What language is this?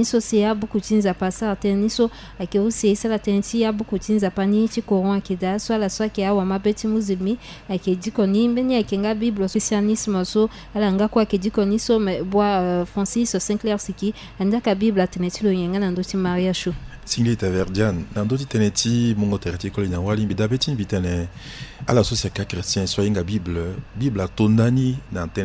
Sango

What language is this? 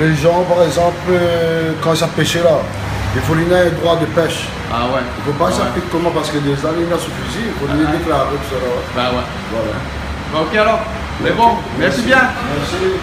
Réunion Creole French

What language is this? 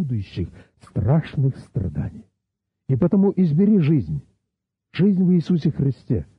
Russian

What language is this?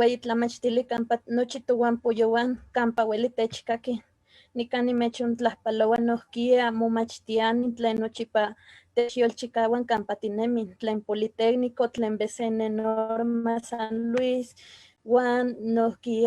Eastern Huasteca Nahuatl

